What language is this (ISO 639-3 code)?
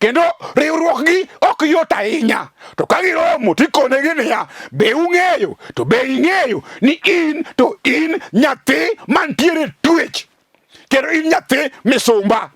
luo